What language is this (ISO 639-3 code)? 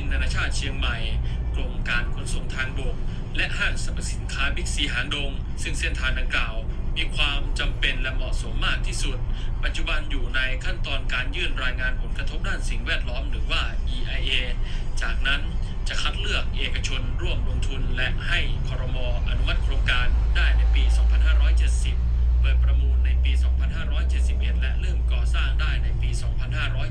lao